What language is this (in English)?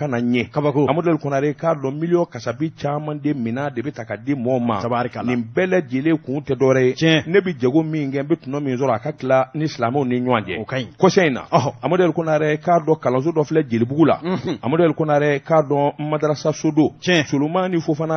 Bambara